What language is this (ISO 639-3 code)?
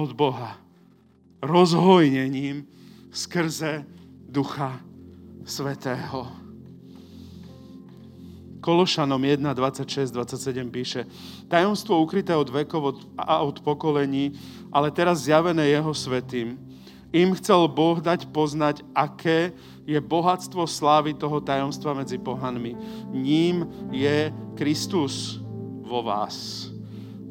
slk